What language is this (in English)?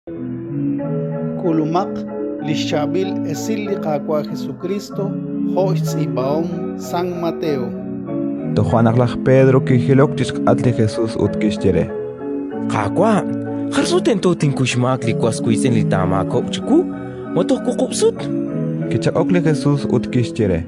Kekchí